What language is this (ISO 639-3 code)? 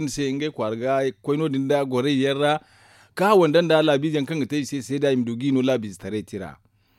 dje